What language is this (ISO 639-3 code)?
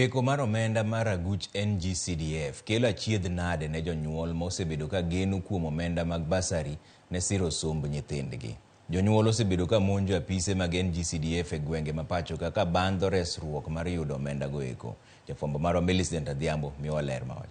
luo